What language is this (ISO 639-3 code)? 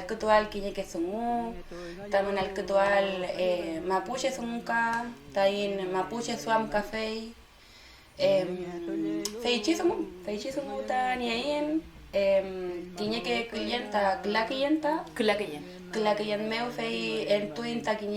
arn